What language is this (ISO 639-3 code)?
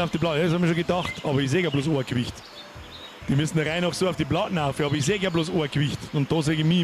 bar